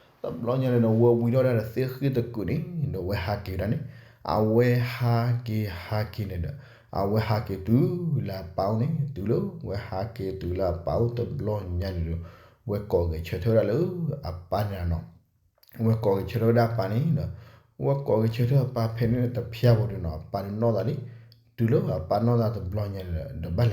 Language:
S'gaw Karen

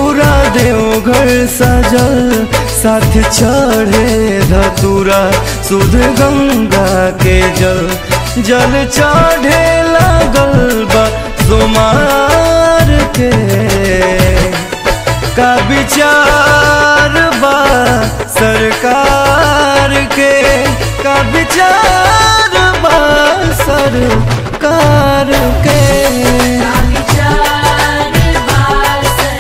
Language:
Bhojpuri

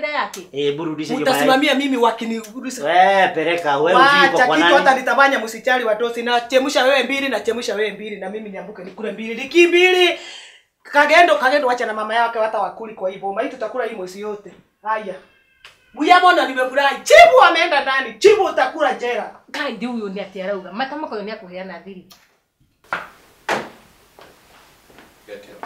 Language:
Kikuyu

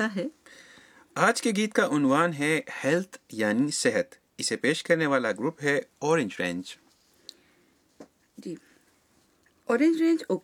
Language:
Urdu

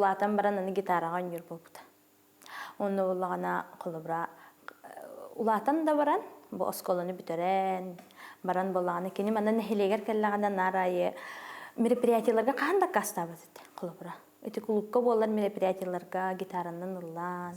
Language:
Yakut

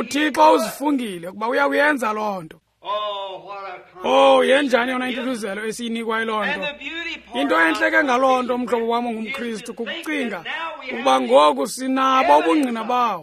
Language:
Xhosa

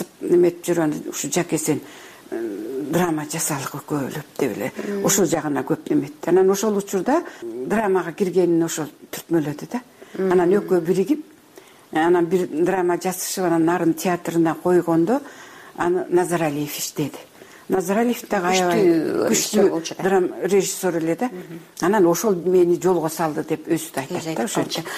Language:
Kyrgyz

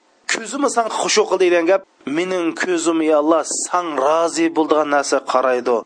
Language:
Uyghur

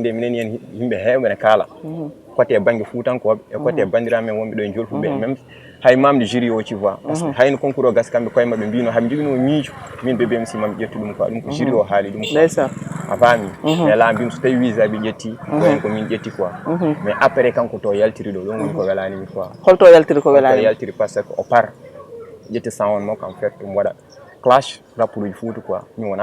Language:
Fula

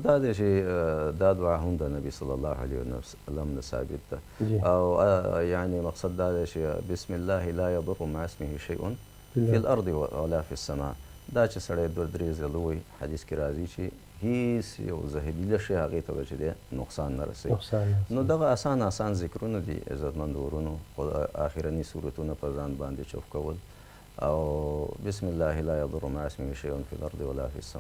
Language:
Pashto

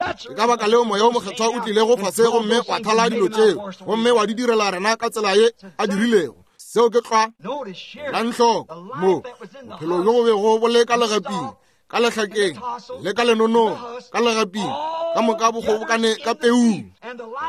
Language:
Northern Sotho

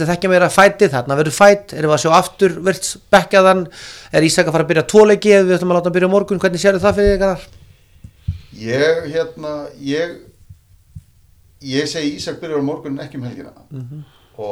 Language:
Icelandic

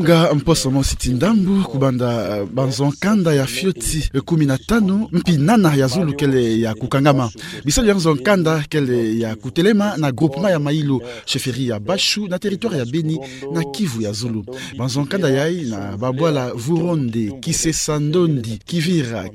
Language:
Kituba (Democratic Republic of Congo)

